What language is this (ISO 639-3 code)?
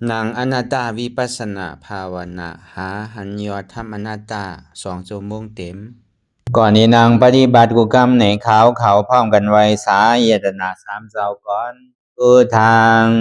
shn